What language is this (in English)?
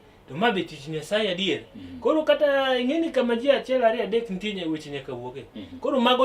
Luo (Kenya and Tanzania)